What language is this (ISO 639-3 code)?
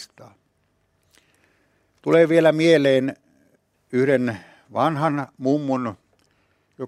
fin